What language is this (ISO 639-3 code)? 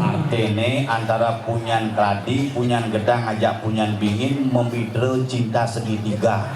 ban